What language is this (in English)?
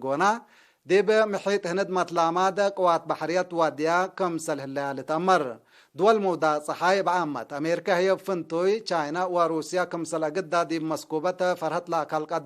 Tigre